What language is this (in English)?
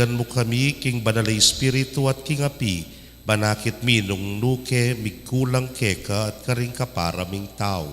Pampanga